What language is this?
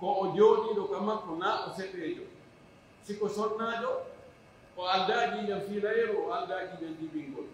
Pular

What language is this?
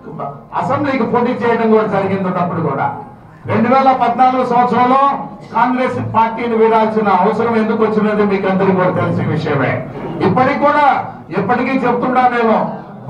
Telugu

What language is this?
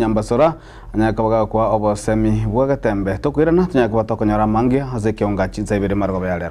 Gusii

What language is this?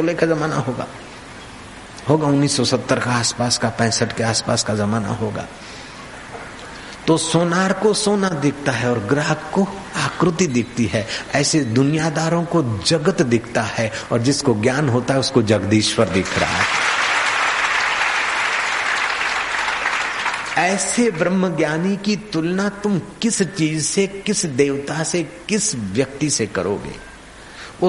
Hindi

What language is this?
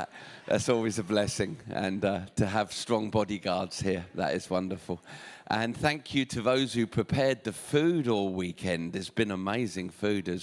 English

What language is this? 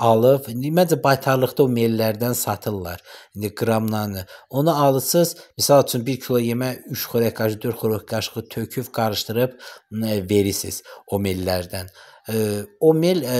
Azerbaijani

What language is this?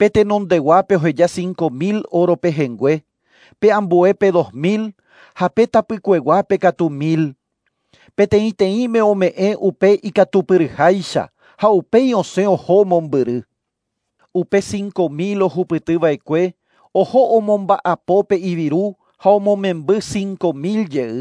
Guarani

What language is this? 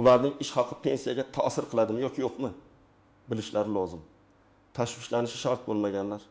Uzbek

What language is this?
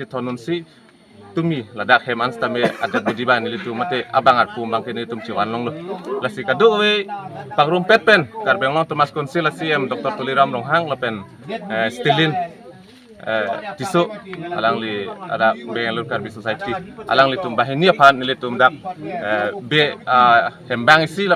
Karbi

